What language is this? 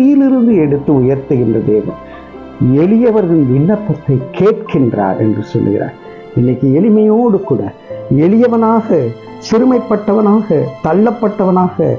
Tamil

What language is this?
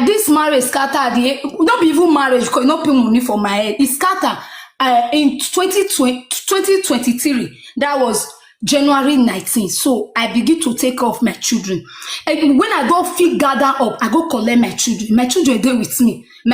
Nigerian Pidgin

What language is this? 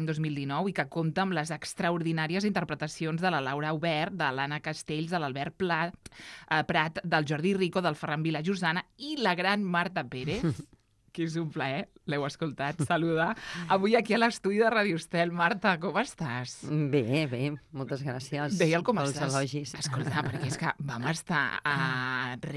Catalan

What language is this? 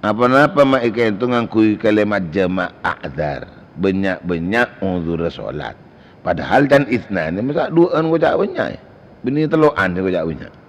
Madurese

